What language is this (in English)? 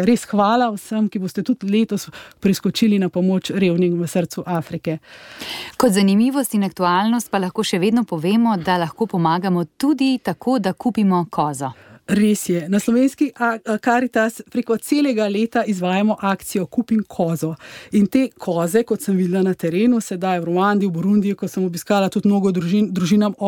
Slovenian